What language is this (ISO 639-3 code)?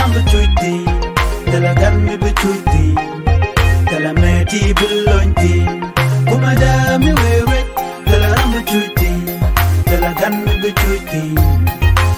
nus